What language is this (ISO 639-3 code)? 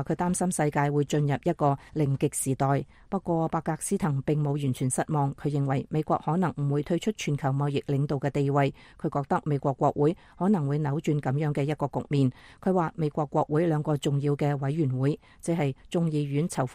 yue